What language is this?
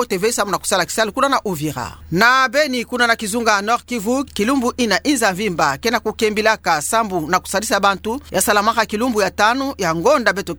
Kituba (Democratic Republic of Congo)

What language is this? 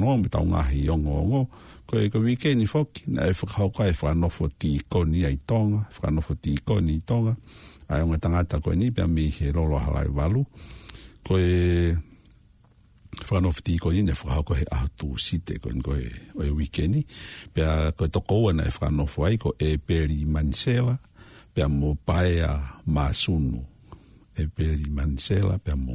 Tongan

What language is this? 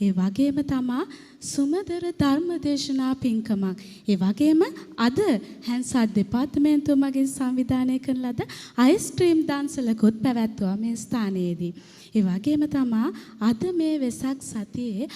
Sinhala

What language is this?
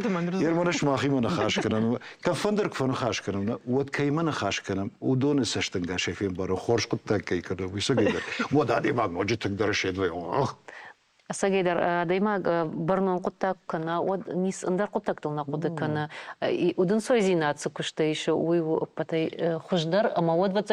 Ossetic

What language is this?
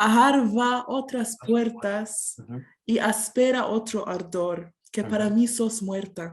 Ladino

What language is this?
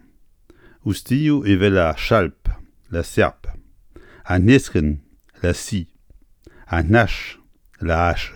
Breton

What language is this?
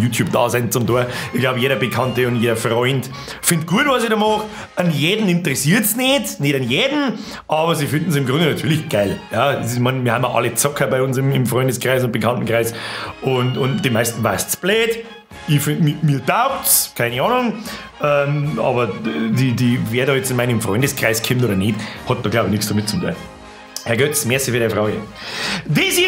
Bavarian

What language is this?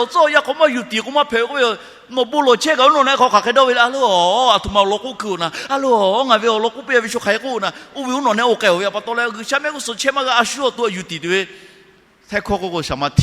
Lahu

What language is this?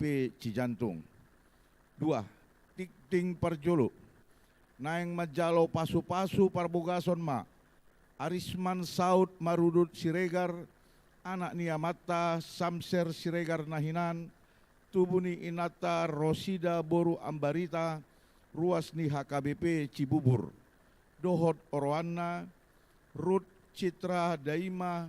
Batak Toba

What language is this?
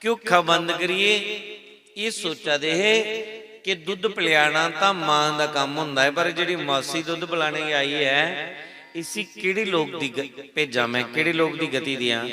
Dogri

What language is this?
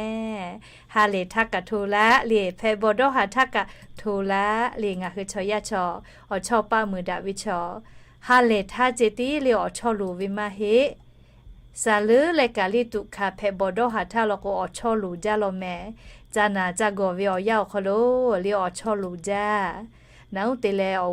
Lahu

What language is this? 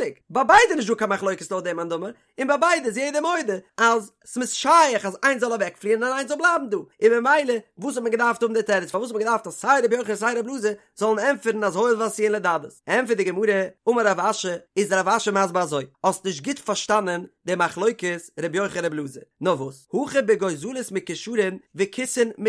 Yiddish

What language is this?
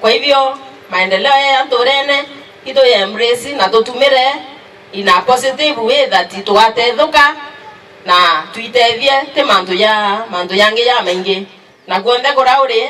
Meru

